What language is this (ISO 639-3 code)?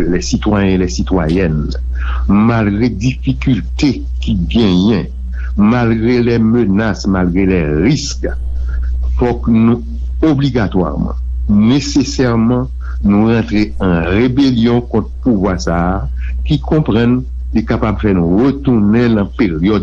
hat